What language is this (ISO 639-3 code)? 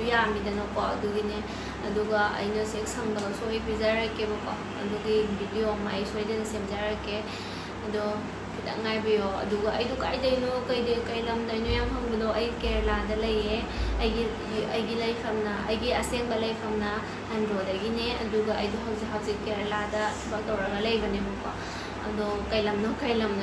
mni